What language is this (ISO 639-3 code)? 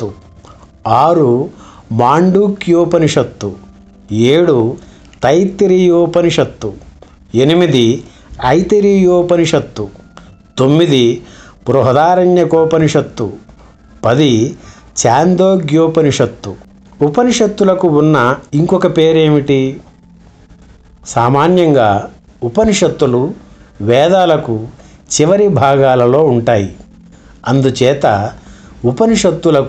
tel